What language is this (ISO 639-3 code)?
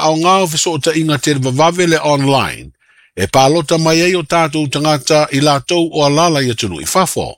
smo